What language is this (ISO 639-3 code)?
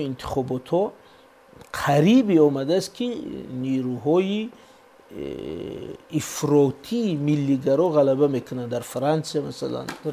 tgk